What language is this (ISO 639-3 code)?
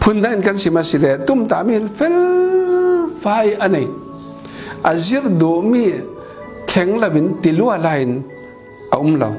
cfm